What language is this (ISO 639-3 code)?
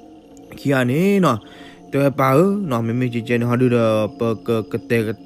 ksw